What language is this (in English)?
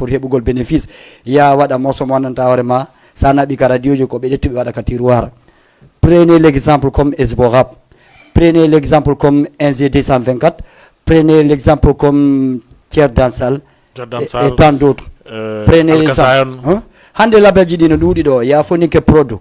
Fula